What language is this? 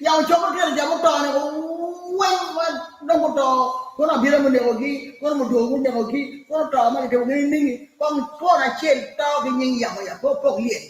Acoli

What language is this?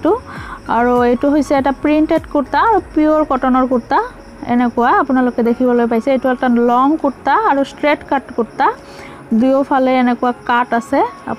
Assamese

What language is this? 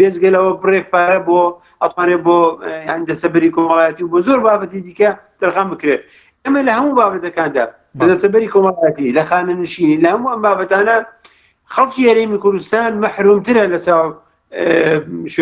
Central Kurdish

